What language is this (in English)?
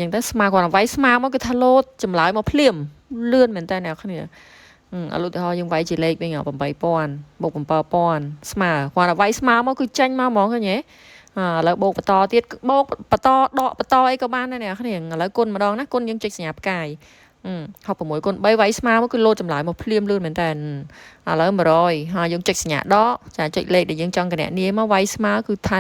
Khmer